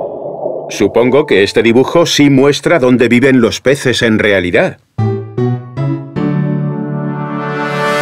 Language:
Spanish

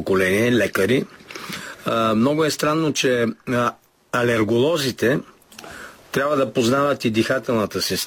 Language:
Bulgarian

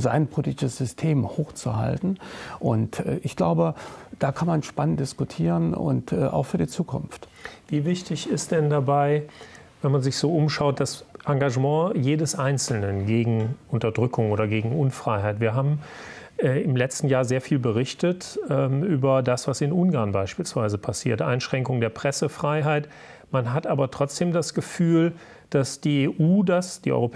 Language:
German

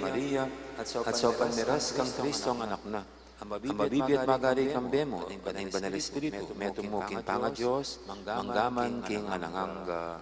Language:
Pampanga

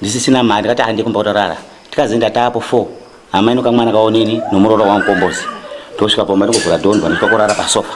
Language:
Shona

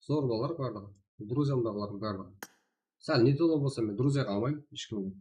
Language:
Kara-Kalpak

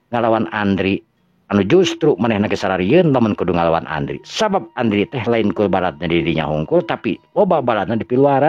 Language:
Sundanese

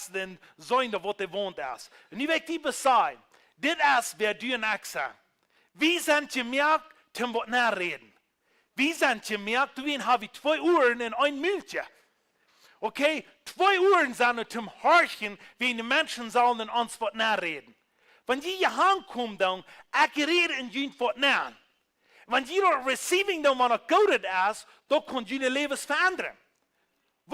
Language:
Plautdietsch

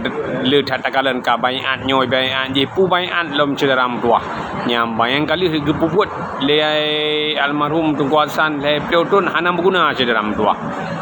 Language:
Achinese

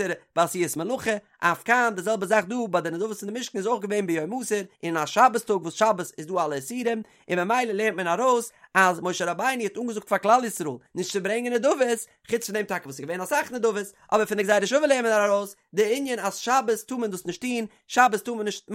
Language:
Yiddish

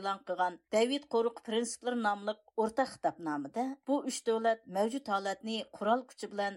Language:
Uyghur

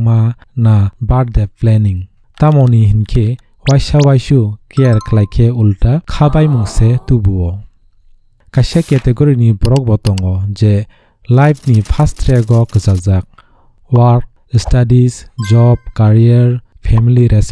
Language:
Kok Borok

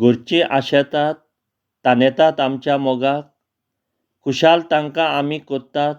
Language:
Konkani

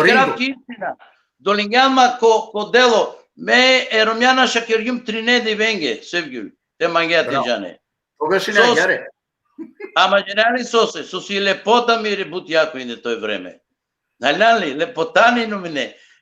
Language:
Balkan Romani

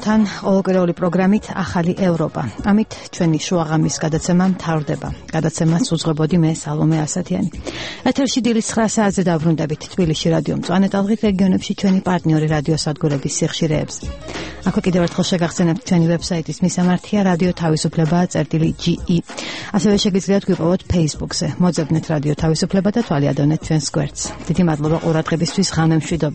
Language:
Georgian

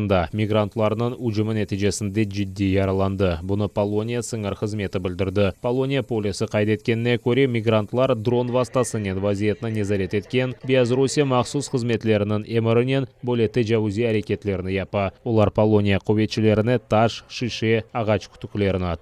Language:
Crimean Tatar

